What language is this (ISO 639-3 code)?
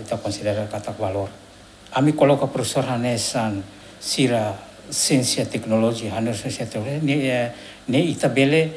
tet